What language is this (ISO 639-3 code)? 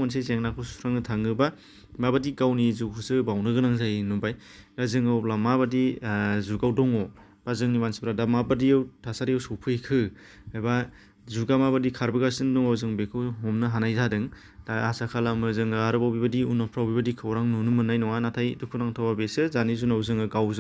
brx